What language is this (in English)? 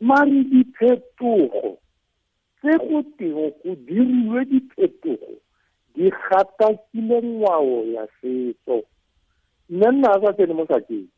Tswana